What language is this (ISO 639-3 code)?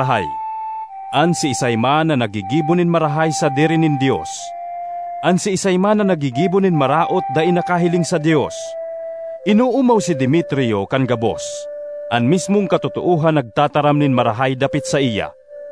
bik